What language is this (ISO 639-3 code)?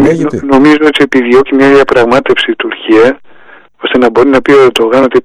ell